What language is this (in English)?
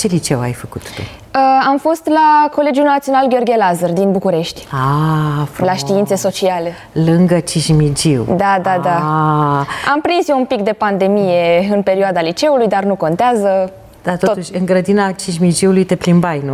Romanian